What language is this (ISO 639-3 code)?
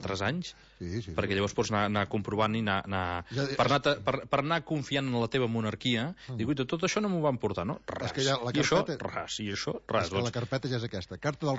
cat